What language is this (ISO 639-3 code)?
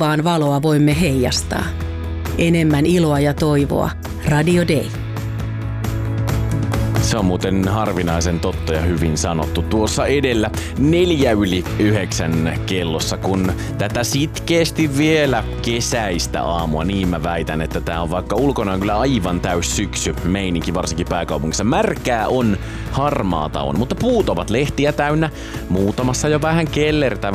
fin